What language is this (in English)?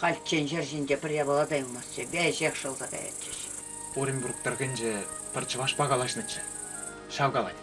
Chuvash